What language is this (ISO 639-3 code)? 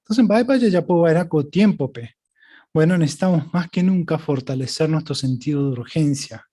grn